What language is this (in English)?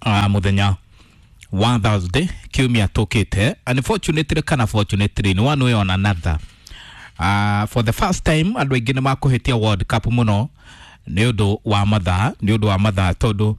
Kikuyu